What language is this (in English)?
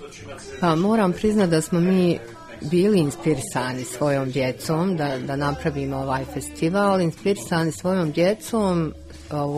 Bosnian